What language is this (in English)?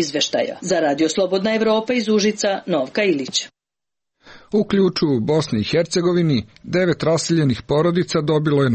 Serbian